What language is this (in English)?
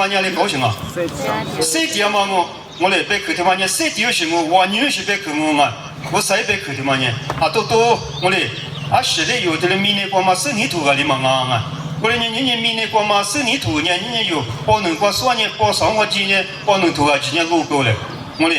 Lisu